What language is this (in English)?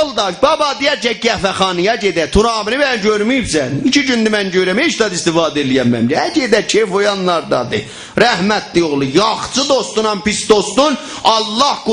South Azerbaijani